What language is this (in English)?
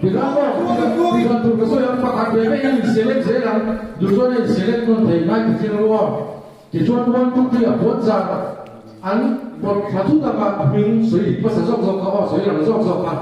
Mizo